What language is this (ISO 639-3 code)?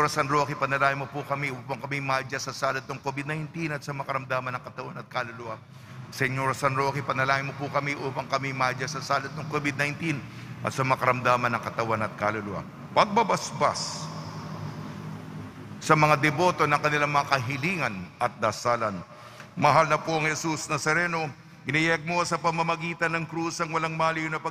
fil